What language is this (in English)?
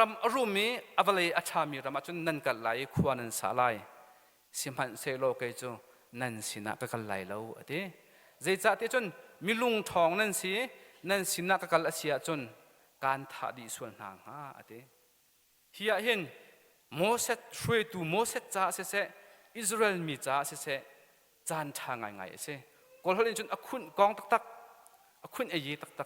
Hakha Chin